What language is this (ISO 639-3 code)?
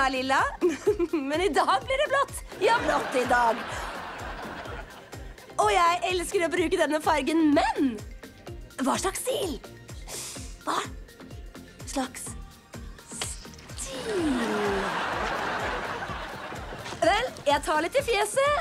nor